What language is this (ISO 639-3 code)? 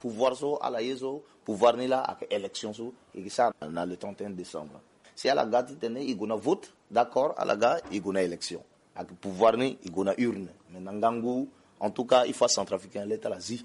sag